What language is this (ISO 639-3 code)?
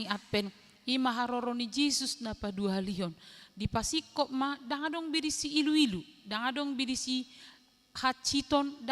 bbc